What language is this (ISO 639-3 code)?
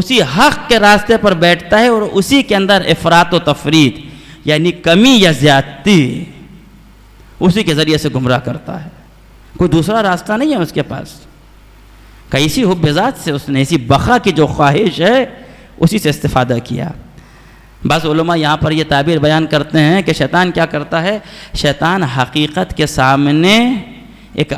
urd